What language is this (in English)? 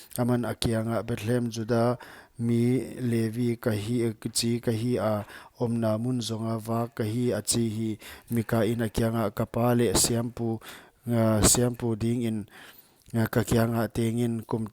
Paite Chin